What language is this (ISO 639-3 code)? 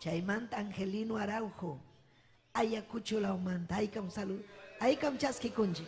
quy